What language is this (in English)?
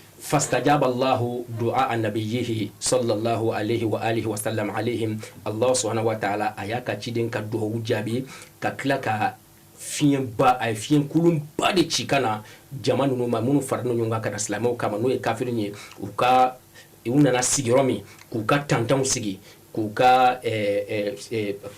Bambara